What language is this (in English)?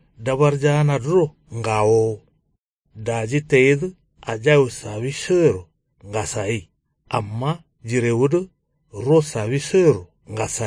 Kanuri